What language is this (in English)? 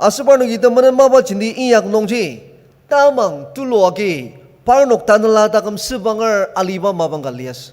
Ao Naga